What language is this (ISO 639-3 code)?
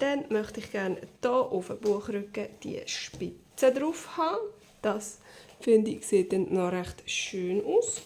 gsw